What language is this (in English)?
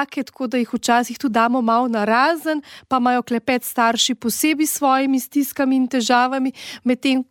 Slovenian